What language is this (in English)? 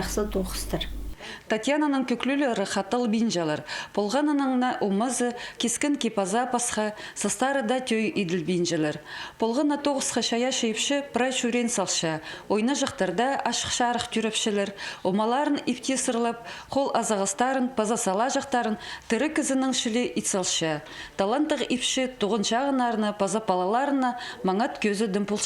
Khakas